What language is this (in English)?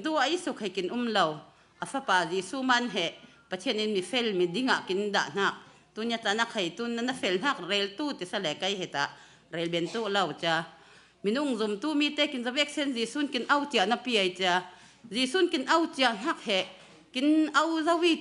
Falam Chin